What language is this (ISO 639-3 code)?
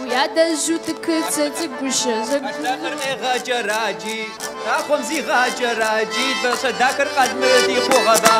kbd